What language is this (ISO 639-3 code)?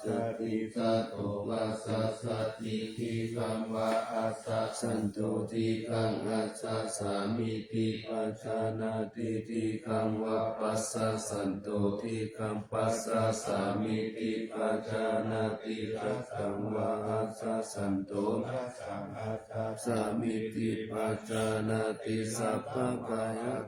pli